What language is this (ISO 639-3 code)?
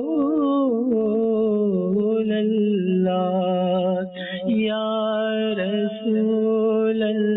ben